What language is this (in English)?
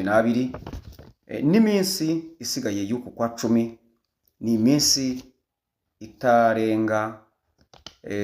Kinyarwanda